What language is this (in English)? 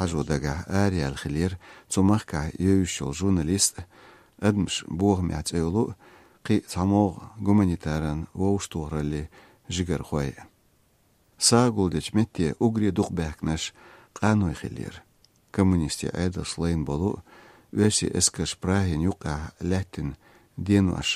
Chechen